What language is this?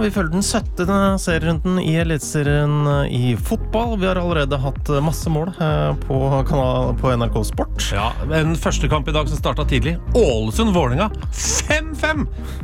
Norwegian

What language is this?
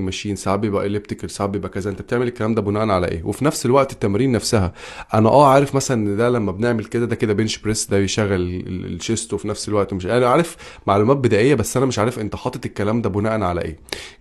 Egyptian Arabic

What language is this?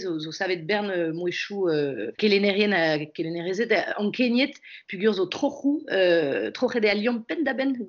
Breton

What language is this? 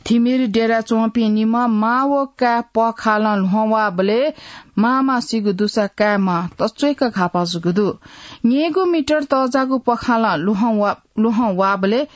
Newari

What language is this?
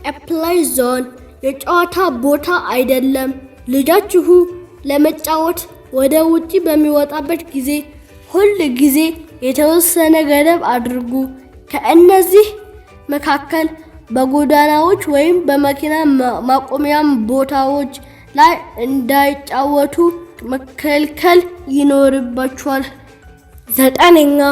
Amharic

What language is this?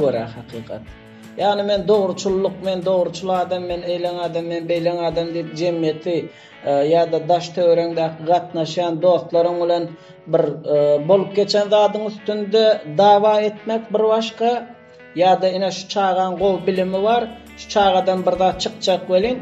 Turkmen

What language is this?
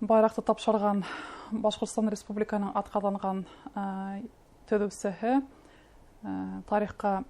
Bashkir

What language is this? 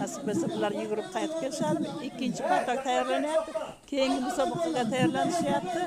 Uzbek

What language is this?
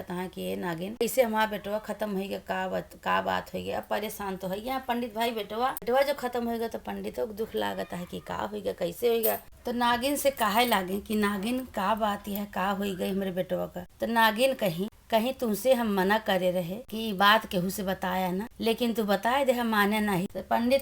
Awadhi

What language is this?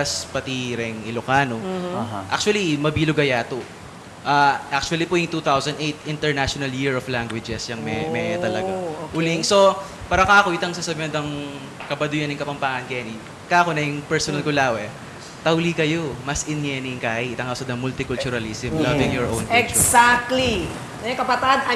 Pampanga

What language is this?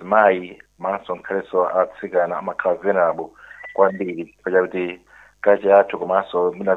Nyanja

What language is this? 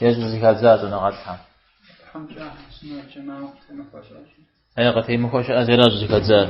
Kabardian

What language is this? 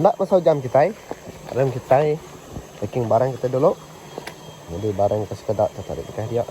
Iban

